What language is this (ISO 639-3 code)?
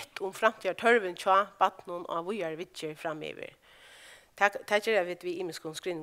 fao